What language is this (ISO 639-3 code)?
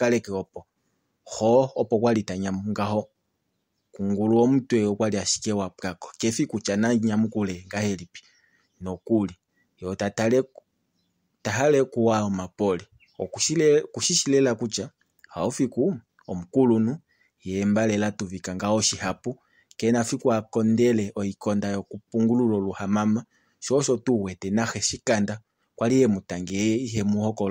kua